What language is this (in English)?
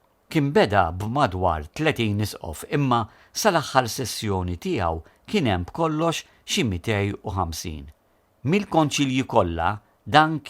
Maltese